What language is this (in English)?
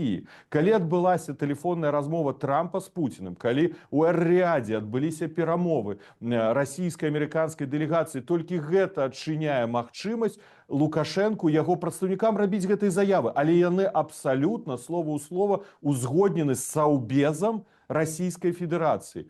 Belarusian